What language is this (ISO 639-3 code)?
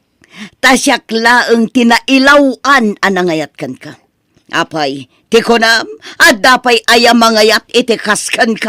ilo